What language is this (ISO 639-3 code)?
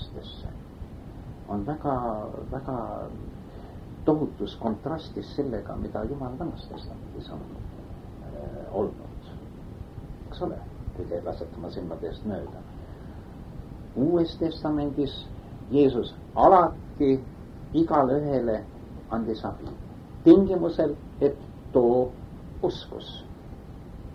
est